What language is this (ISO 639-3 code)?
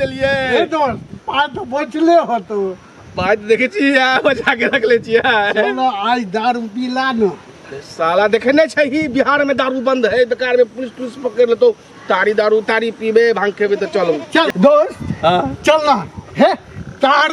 mai